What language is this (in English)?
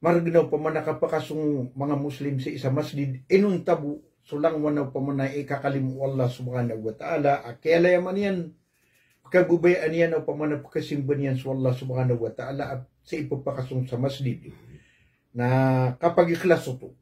Maranao